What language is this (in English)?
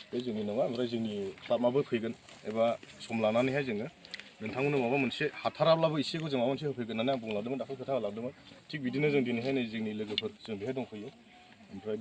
Bodo